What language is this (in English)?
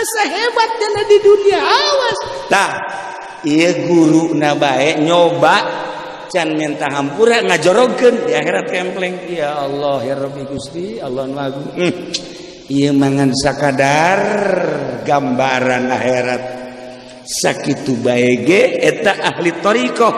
Sundanese